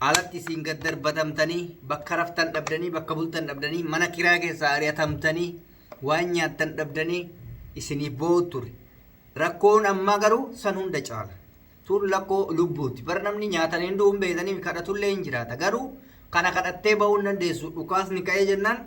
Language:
Oromo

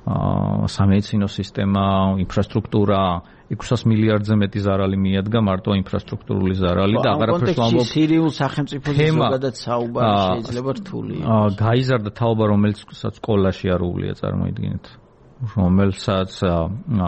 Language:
Georgian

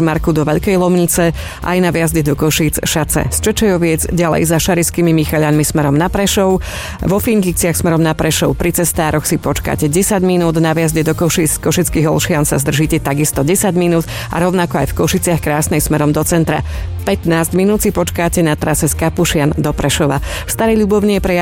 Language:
Slovak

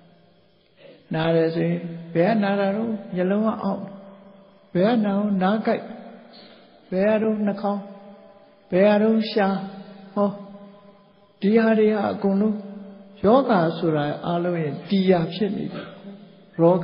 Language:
Burmese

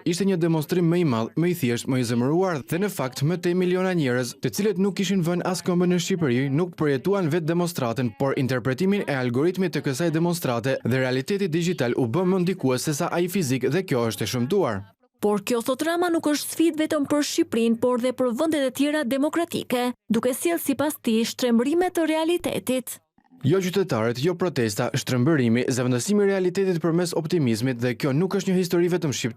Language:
Albanian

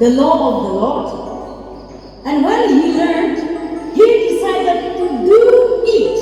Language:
Chokri Naga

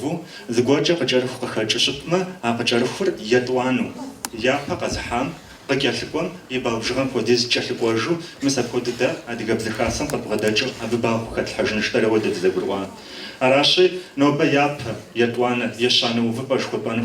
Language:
Kabardian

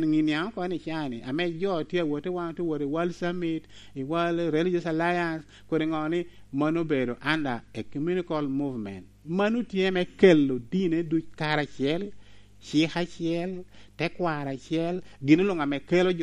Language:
Lango (Uganda)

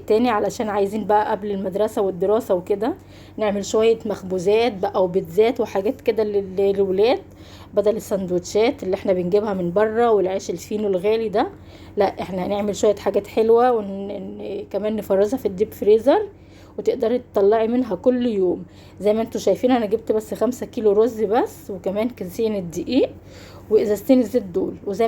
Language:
Egyptian Arabic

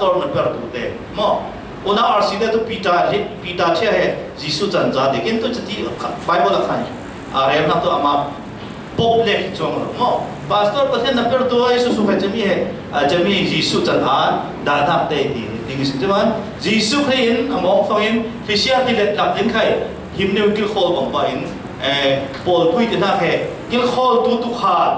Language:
Falam Chin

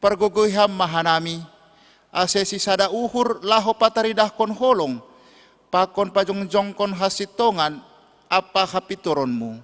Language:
Batak Simalungun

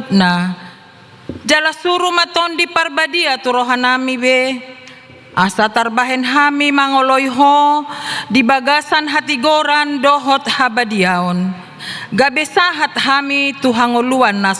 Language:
Batak Toba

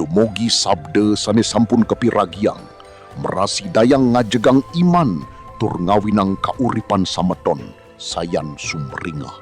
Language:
Balinese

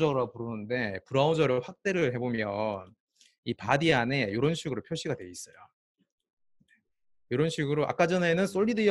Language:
Korean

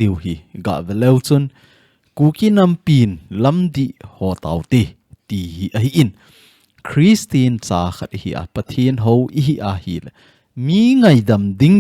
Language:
Thado Chin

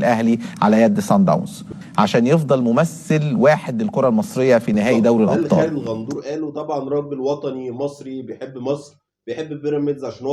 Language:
Egyptian Arabic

